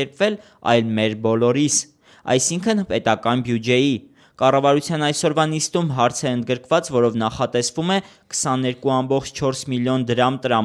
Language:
Armenian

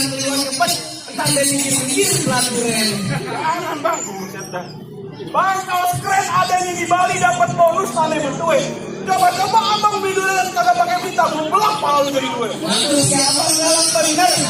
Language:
Betawi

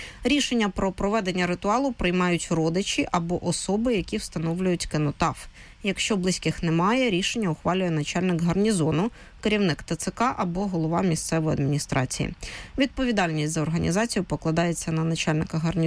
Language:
Ukrainian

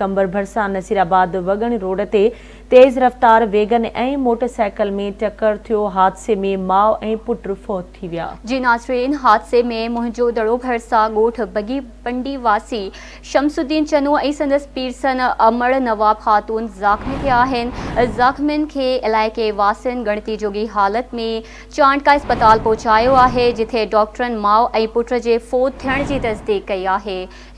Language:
Sindhi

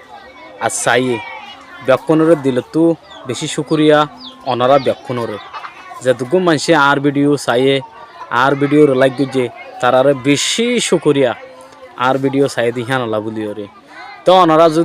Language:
Rohingya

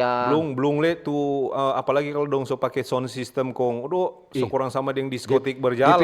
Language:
Manado Malay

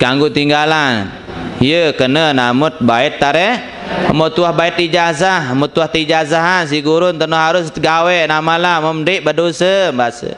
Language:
Sasak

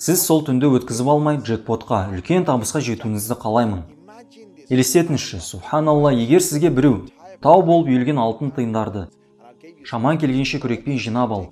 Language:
Kazakh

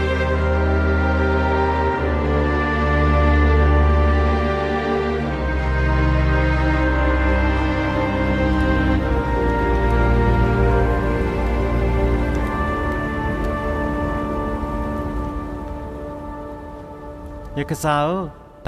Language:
S'gaw Karen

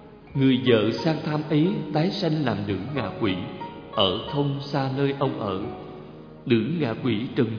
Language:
Vietnamese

